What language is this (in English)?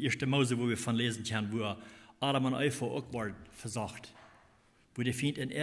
Plautdietsch